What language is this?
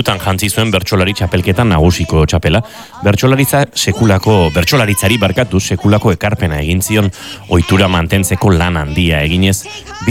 Basque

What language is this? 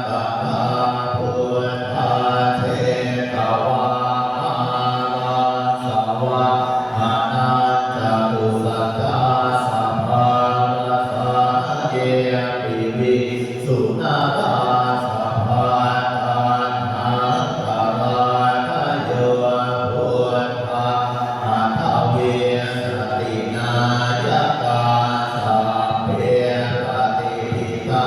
Pali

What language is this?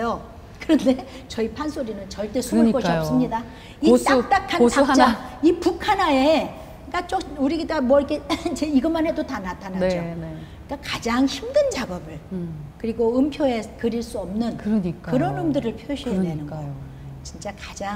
Korean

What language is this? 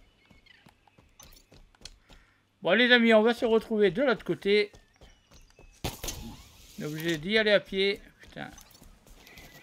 French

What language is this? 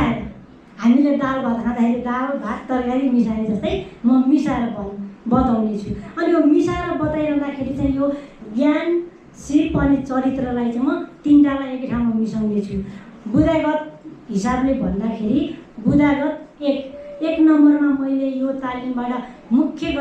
Nepali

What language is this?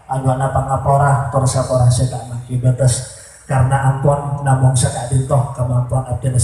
Madurese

